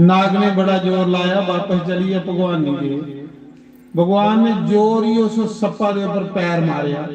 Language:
Dogri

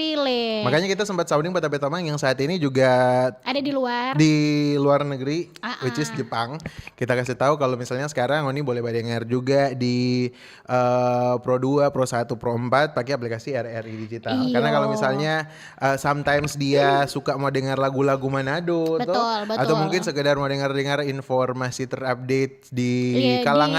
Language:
Manado Malay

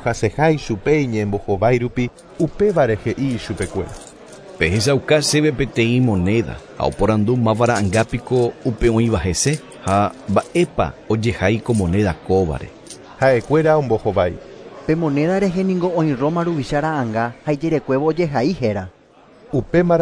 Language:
Guarani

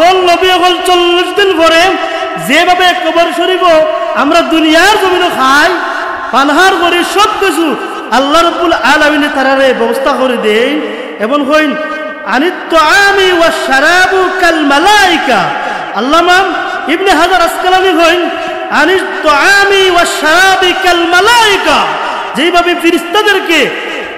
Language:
Sylheti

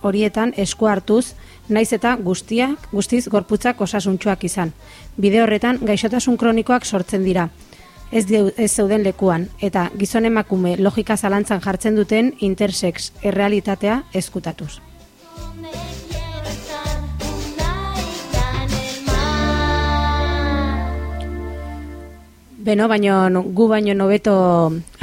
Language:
Basque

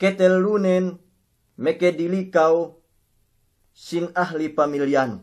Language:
Yakan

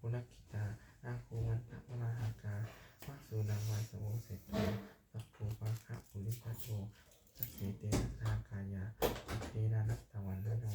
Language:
Pali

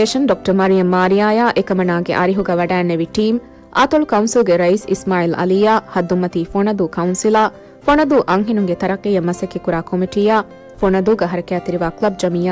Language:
Divehi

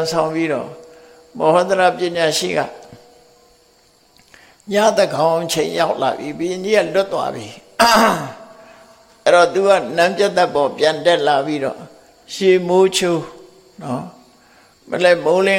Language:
Burmese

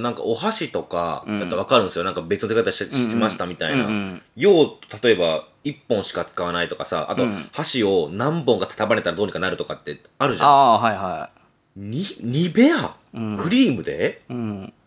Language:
Japanese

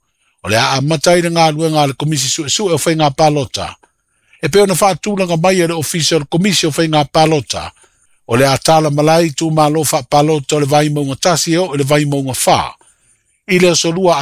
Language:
Samoan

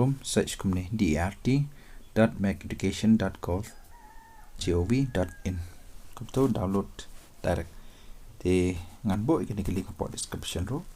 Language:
Khasi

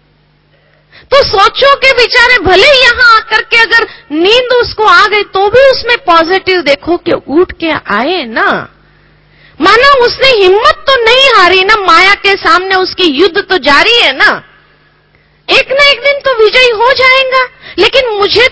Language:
Hindi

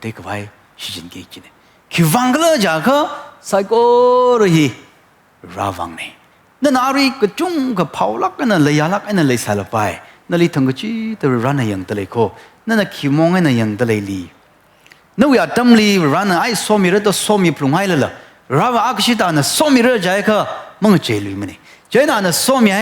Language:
Tangkhul Naga (India)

